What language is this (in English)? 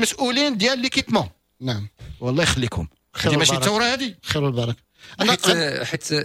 Moroccan Arabic